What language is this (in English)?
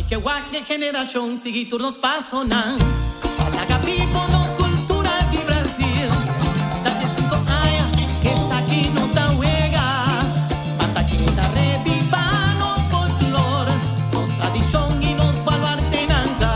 Papiamento